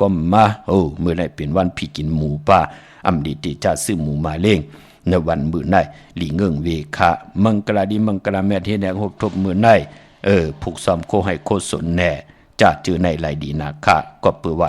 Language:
Shan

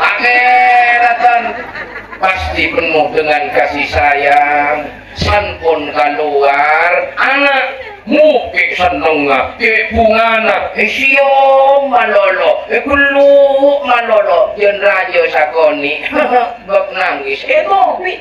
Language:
Madurese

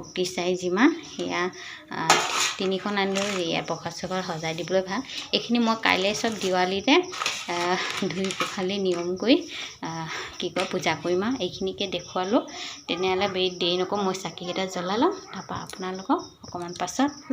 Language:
Assamese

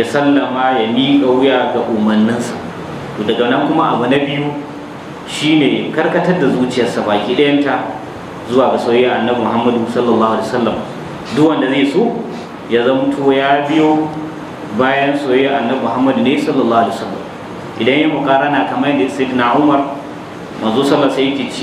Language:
Hausa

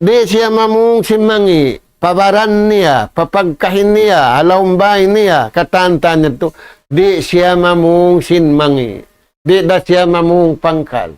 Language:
Tausug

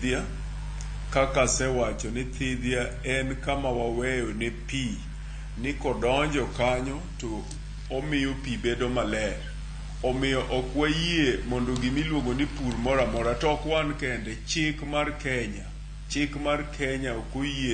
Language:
Luo (Kenya and Tanzania)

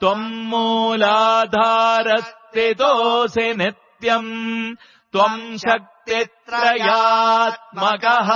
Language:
Sanskrit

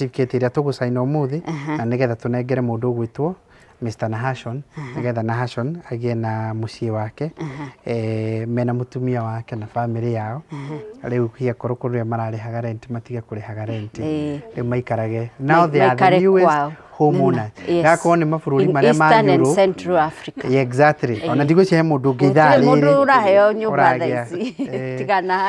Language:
Kikuyu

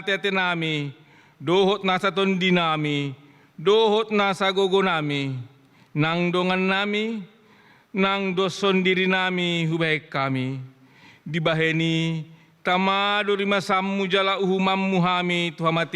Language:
Batak Toba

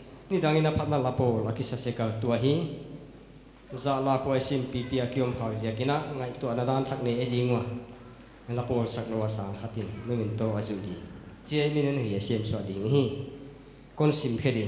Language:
Paite Chin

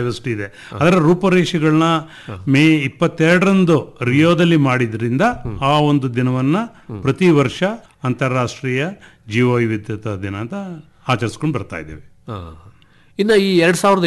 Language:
Kannada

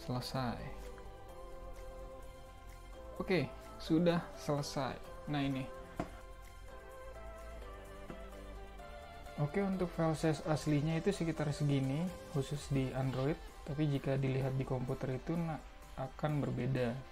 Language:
Indonesian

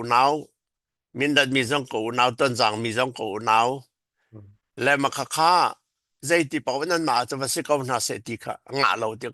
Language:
Falam Chin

